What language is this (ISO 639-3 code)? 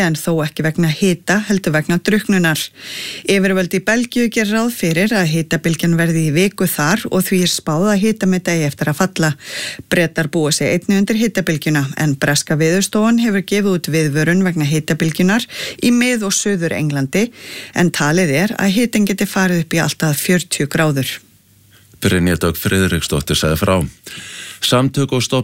isl